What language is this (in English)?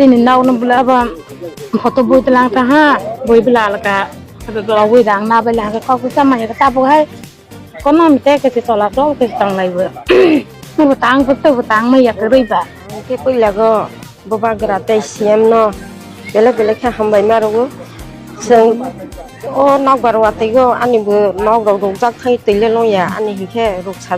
Riang (India)